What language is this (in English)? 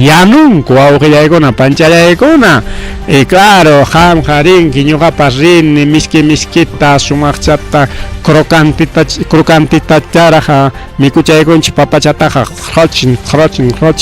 Ayacucho Quechua